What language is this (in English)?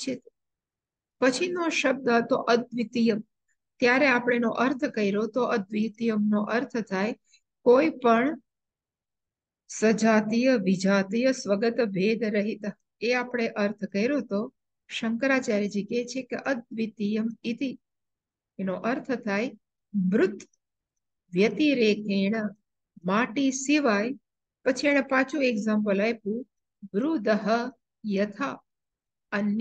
Gujarati